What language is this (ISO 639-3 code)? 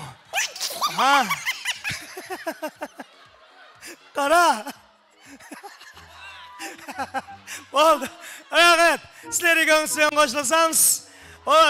kaa